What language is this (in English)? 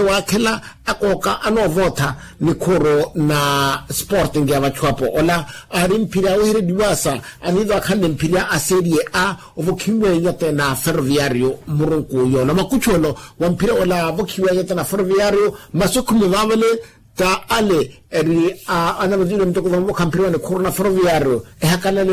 Makhuwa